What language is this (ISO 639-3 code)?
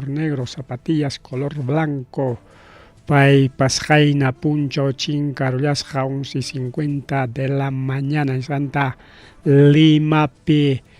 quy